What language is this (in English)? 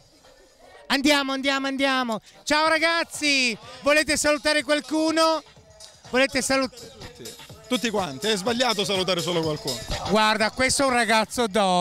Italian